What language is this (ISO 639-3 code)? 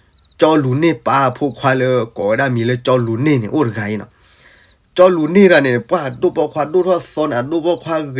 ksw